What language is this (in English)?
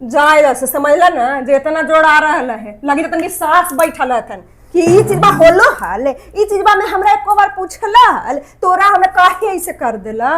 Magahi